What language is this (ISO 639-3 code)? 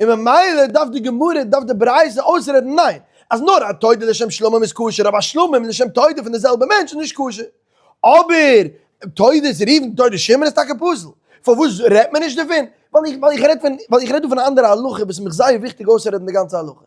yid